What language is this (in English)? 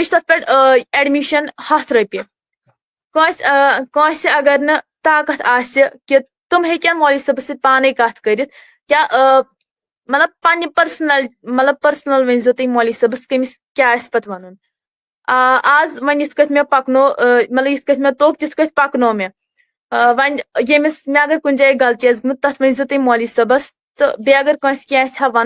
Kashmiri